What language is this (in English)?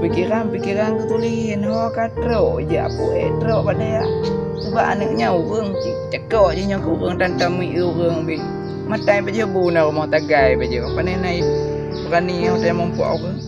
Achinese